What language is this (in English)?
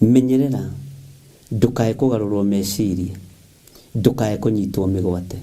Kikuyu